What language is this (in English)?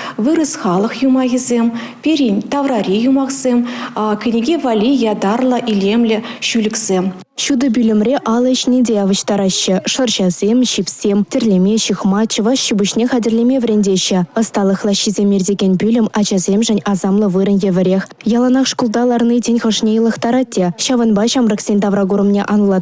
Chuvash